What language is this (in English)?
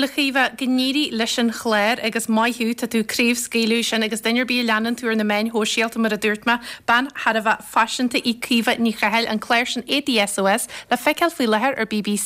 Irish